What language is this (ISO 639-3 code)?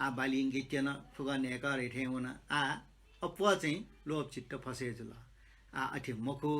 new